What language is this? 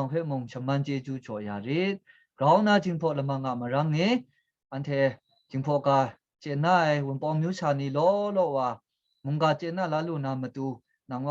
Kachin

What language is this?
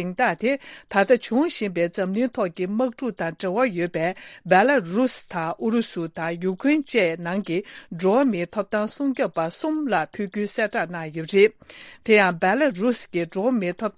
Tibetan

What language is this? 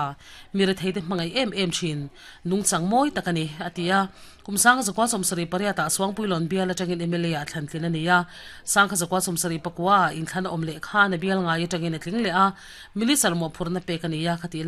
Mizo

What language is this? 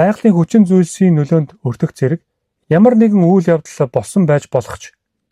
Mongolian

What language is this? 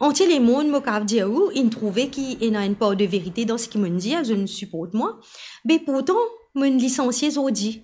Morisyen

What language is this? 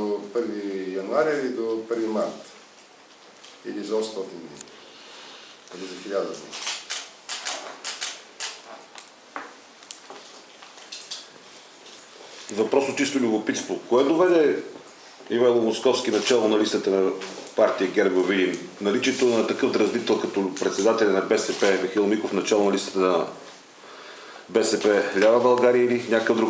Bulgarian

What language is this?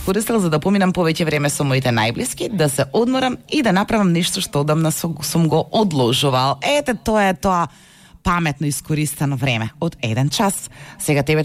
Macedonian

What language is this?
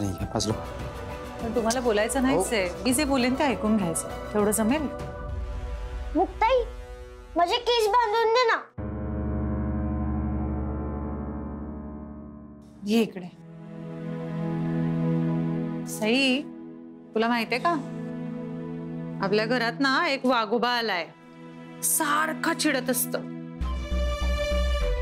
Marathi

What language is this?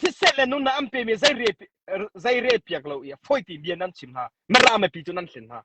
Hakha Chin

